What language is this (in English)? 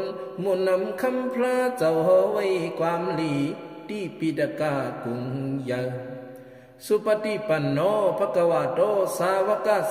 Shan